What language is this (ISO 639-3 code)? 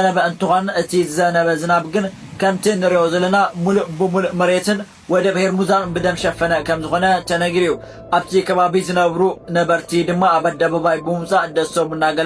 tir